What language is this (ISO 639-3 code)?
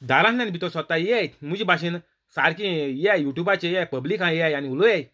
kok